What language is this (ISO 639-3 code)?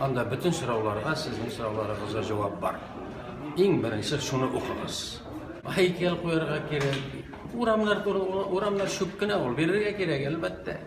tat